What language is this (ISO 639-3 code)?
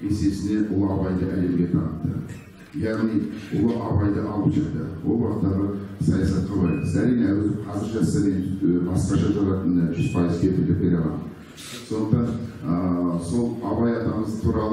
kaz